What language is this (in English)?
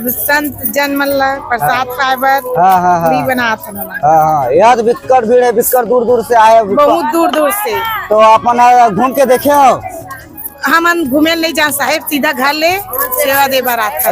Chhattisgarhi